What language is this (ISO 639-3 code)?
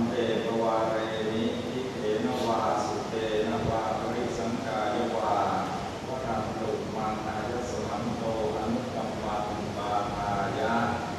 pli